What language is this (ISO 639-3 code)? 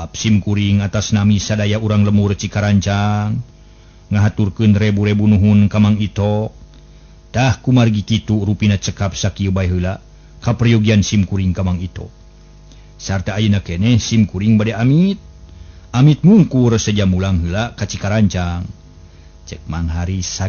sun